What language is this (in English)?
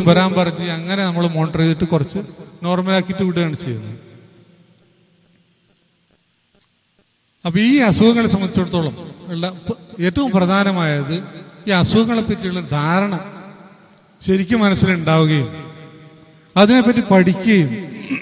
Malayalam